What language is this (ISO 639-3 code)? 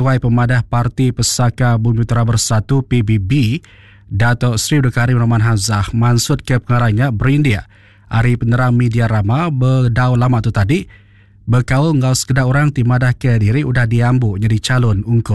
iba